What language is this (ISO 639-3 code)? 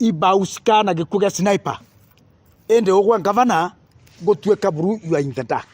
mer